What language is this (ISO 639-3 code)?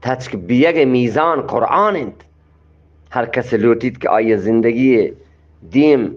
bgp